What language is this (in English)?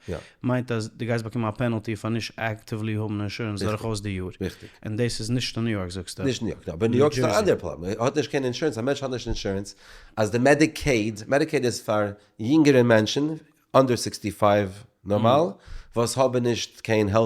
Yiddish